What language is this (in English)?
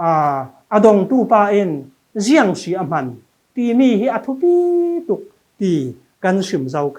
Falam Chin